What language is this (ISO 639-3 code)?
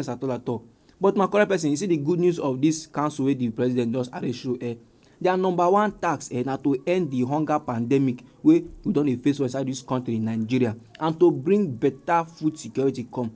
pcm